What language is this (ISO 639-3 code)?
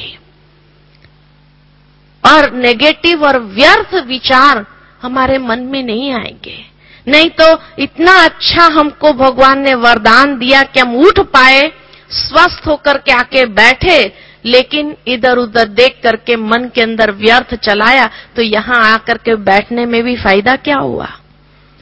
hin